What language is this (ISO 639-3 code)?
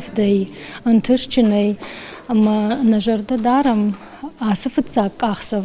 oss